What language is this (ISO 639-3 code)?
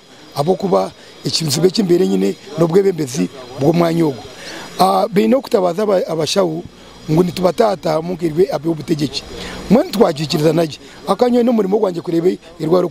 nyn